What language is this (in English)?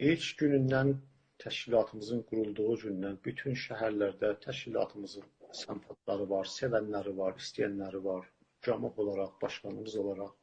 South Azerbaijani